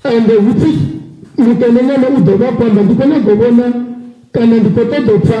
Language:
Venda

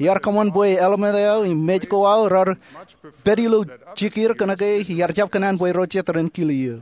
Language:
Marshallese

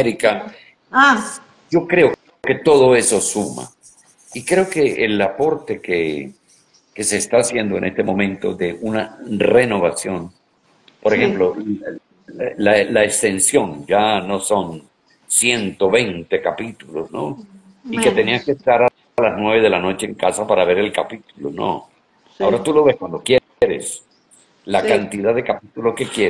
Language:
Spanish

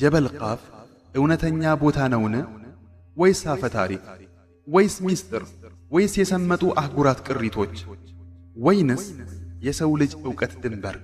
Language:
Amharic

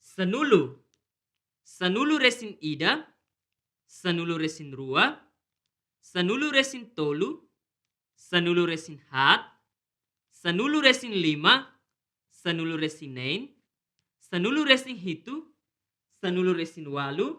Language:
Tetum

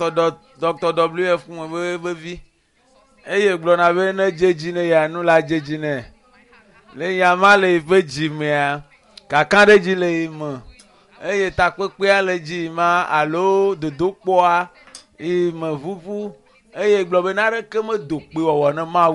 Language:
Ewe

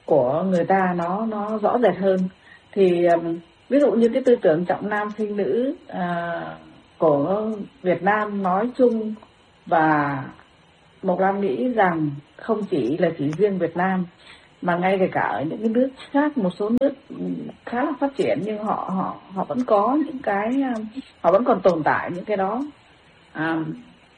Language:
Vietnamese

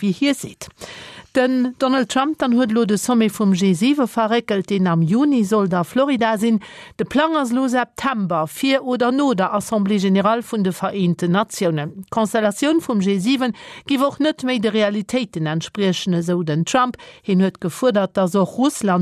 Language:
Luxembourgish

